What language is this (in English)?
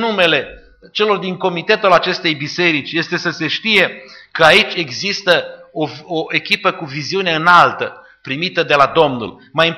Romanian